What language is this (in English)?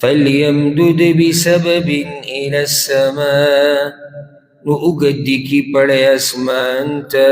Pashto